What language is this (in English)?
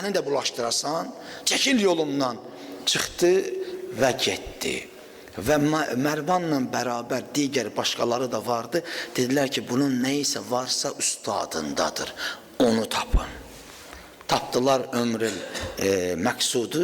Azerbaijani